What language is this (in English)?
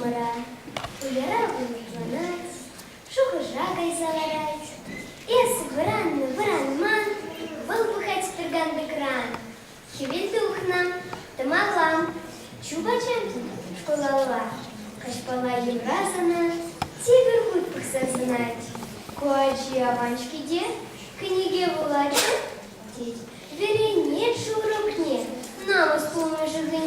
Chuvash